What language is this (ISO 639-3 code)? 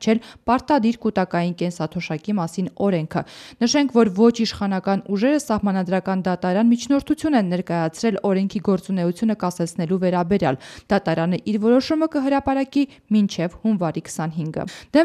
hye